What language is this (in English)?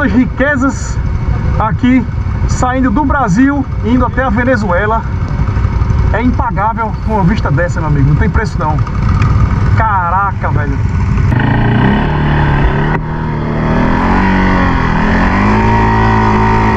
Portuguese